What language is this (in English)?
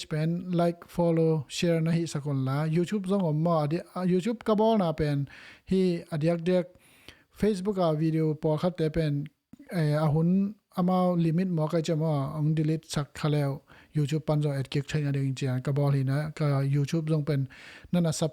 Tedim Chin